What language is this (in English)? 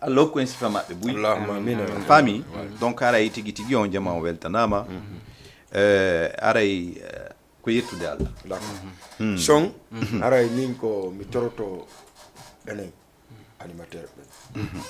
Fula